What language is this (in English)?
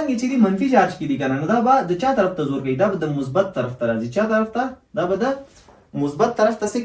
Pashto